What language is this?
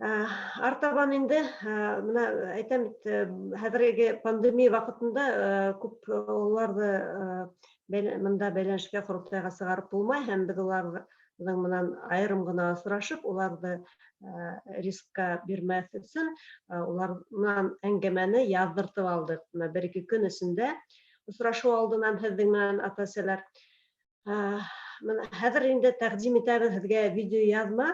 Bashkir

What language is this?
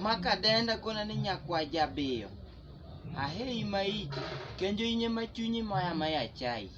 Luo (Kenya and Tanzania)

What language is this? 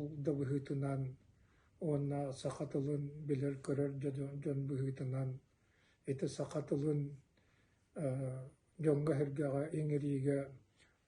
Yakut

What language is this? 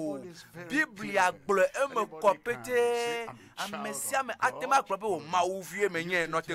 Ewe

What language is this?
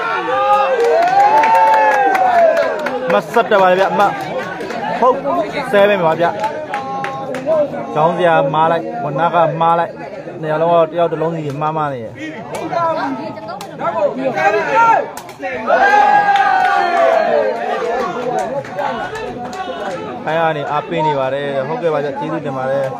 Burmese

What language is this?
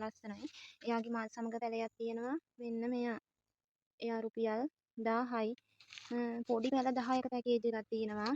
Sinhala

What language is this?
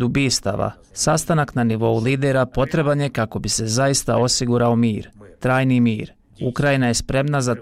Croatian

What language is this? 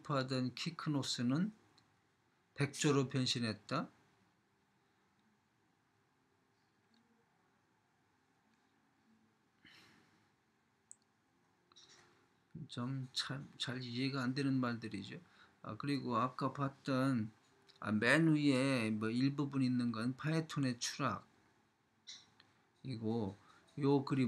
Korean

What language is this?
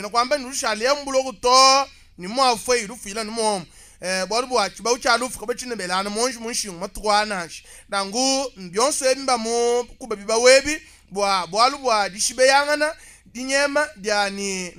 Luba-Lulua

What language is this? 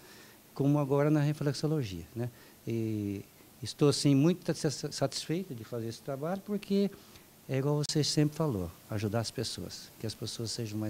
Portuguese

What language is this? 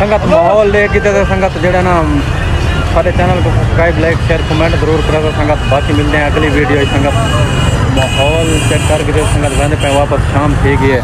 Saraiki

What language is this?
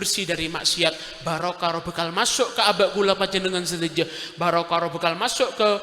Madurese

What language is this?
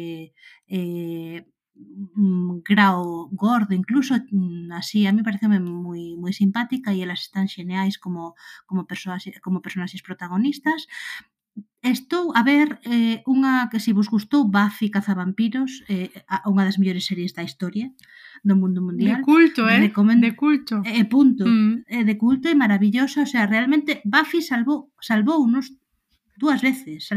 Galician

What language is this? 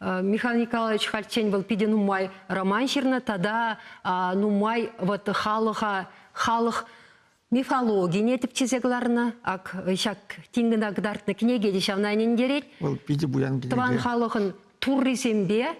Chuvash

